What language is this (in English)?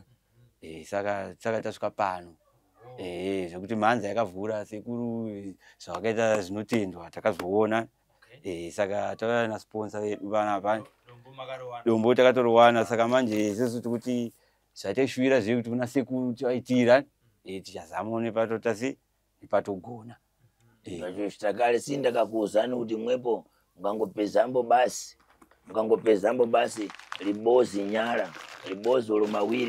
Shona